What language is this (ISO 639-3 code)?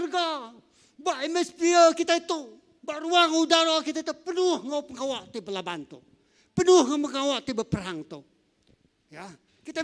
iba